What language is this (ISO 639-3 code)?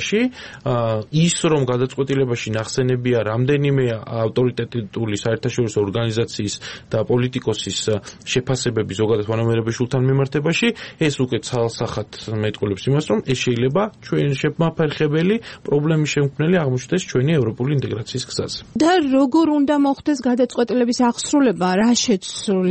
kat